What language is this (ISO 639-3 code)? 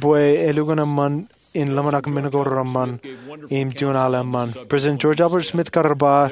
mah